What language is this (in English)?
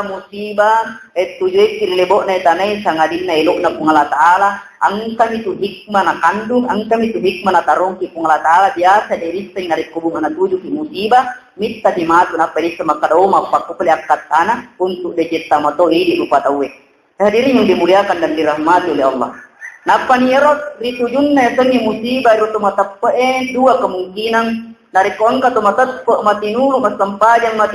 Buginese